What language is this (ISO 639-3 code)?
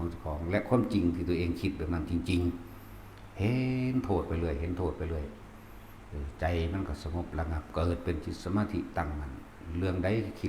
lao